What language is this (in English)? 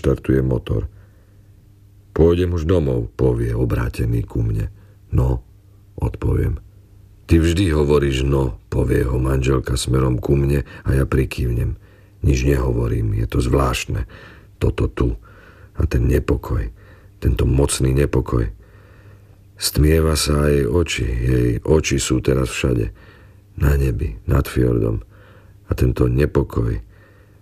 Slovak